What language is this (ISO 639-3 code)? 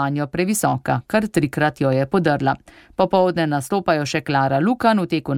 slv